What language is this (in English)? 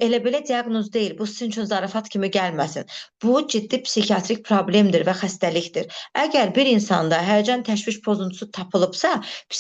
Azerbaijani